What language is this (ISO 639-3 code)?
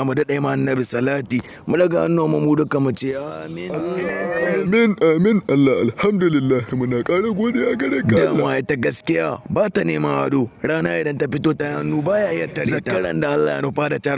hau